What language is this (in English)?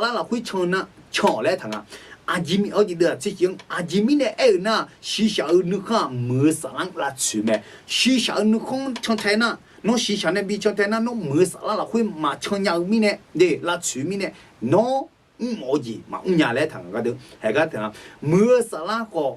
Akha